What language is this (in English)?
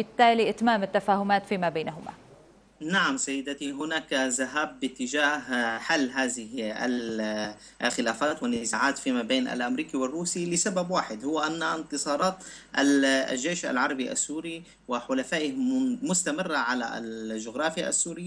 Arabic